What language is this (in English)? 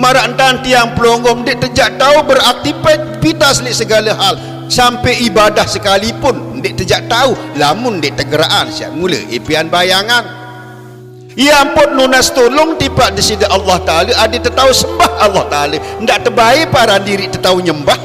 Sasak